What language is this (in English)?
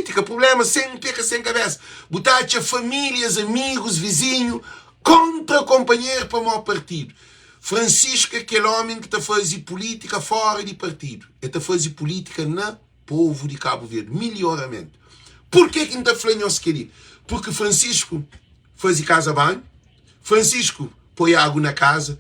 Kabuverdianu